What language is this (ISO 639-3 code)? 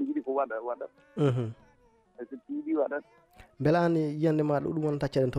ful